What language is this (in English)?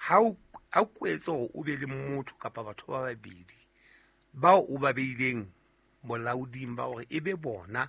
Southern Sotho